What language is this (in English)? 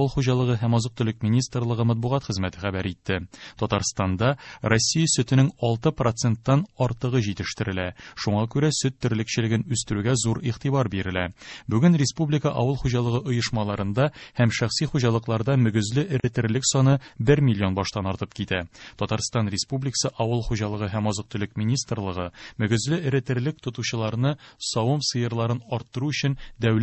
Tatar